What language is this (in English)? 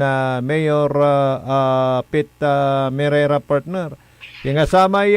Pangasinan